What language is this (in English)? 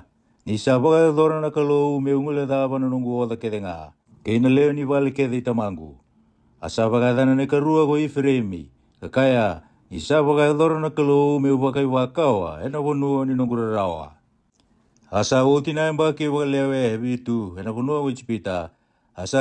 Fijian